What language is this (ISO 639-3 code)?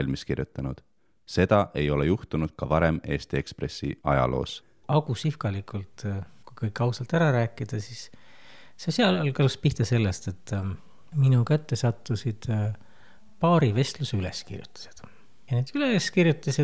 est